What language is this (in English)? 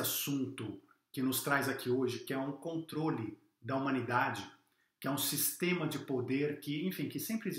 Portuguese